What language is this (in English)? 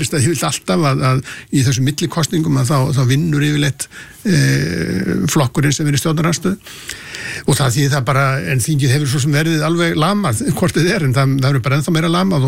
Icelandic